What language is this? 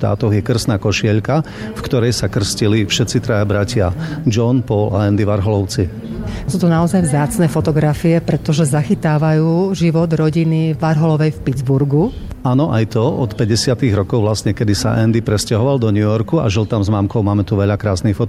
Slovak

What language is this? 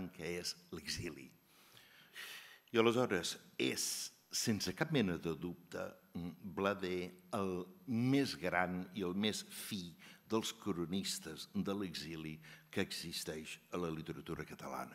Catalan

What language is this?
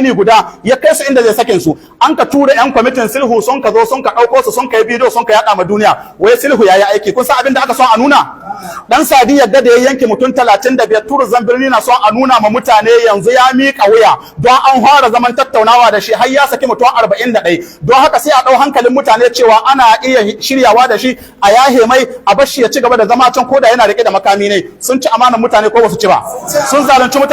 Hausa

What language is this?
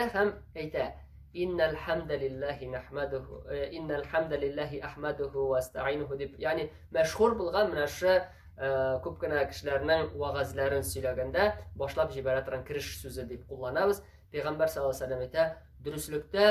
Tatar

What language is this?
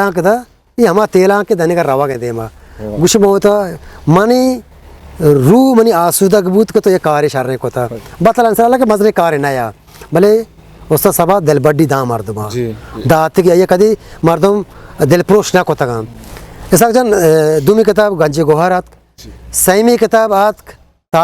Eastern Balochi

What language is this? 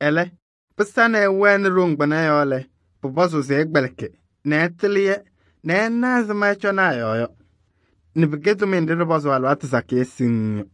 Kabiyè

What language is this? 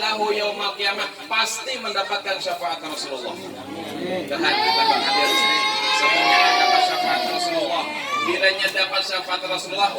Banjar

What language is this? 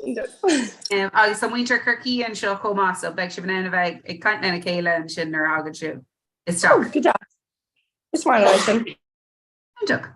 Irish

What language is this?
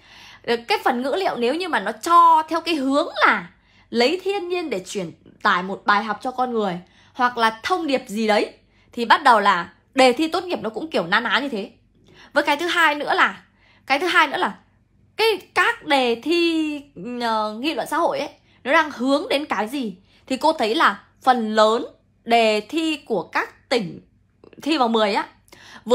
Vietnamese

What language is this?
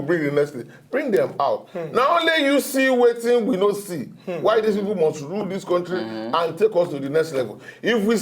Nigerian Pidgin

